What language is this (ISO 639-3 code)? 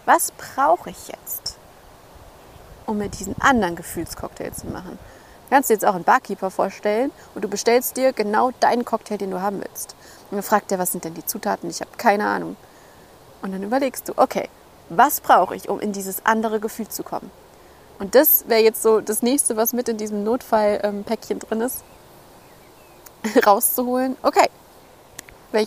deu